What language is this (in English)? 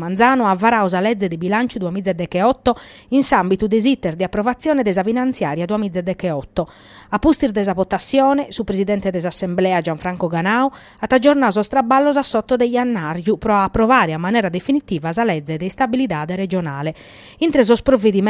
Sardinian